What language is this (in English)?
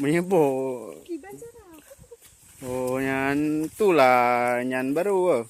Achinese